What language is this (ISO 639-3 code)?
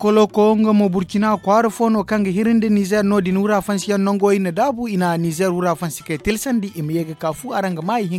dje